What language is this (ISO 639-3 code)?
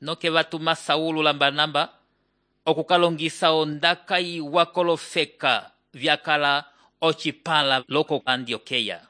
umb